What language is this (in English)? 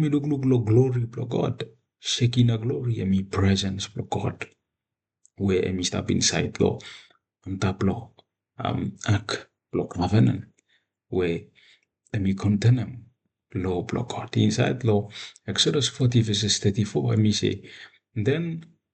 Bislama